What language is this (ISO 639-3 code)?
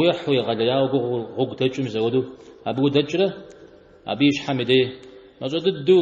kbd